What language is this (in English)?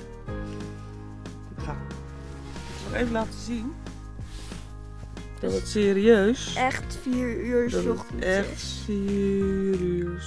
Dutch